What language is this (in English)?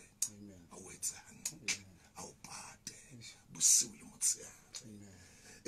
Southern Sotho